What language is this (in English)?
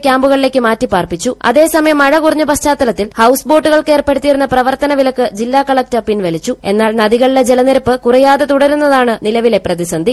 Malayalam